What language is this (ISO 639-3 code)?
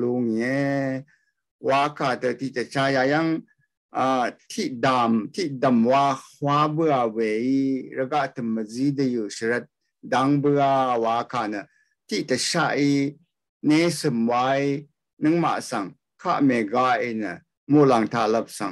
raw